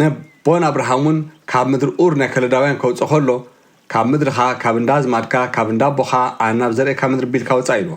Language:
Tigrinya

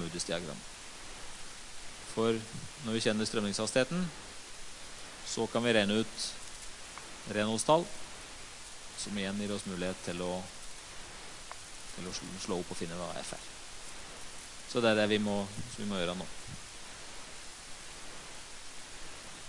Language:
Norwegian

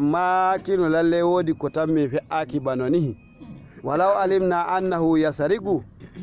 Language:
Fula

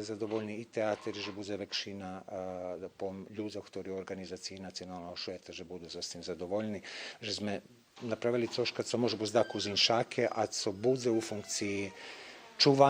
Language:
Rusyn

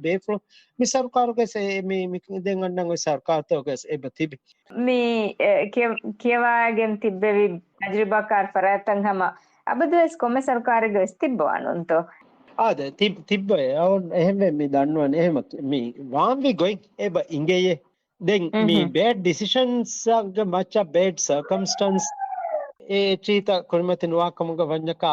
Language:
Divehi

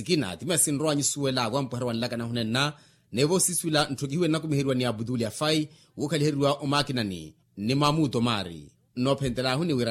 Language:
Makhuwa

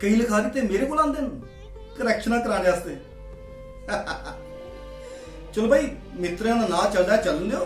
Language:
Dogri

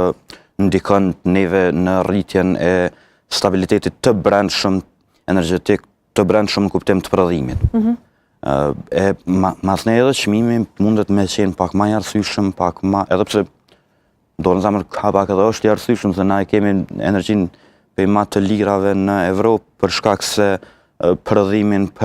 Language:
Albanian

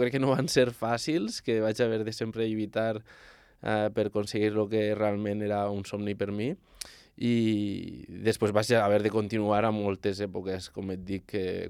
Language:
Catalan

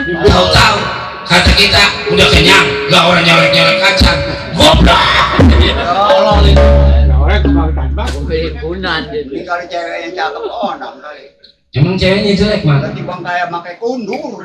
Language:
Betawi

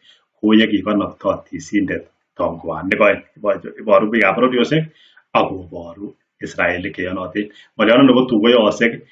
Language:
Kalenjin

